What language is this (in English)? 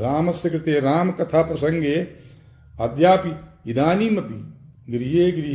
Sanskrit